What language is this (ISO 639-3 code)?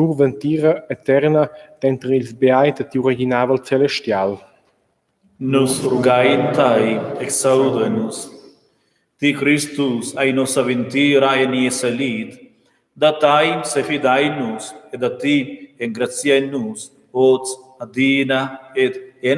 roh